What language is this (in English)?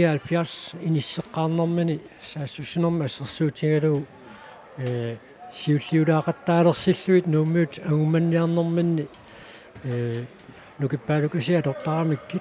Kalaallisut